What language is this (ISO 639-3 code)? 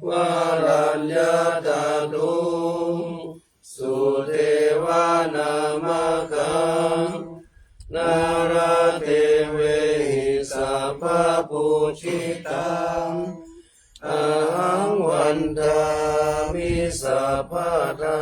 pli